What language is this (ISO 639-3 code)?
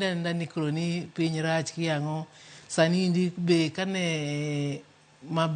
luo